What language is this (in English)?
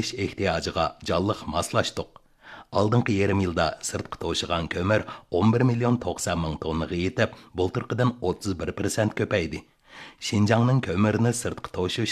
Uyghur